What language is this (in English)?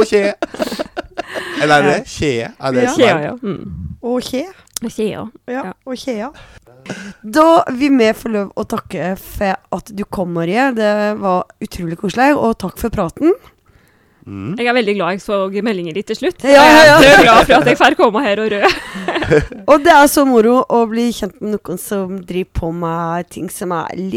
Norwegian